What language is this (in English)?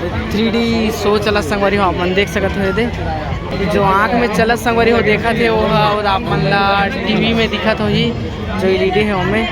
Chhattisgarhi